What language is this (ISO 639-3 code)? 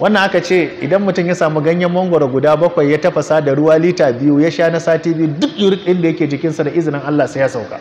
hau